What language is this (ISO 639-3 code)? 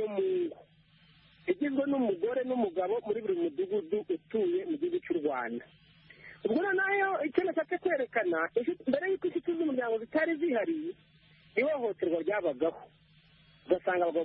kin